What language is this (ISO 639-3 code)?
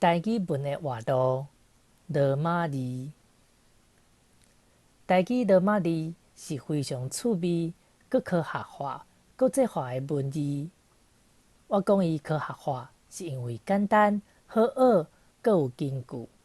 nan